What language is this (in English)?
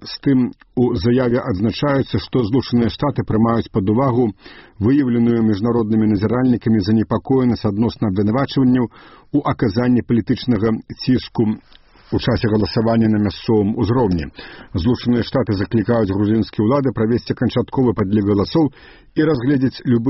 Belarusian